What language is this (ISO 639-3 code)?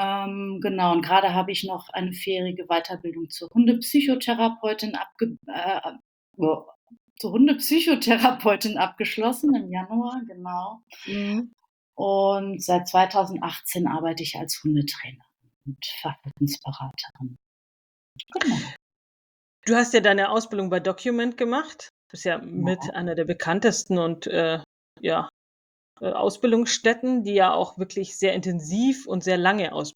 deu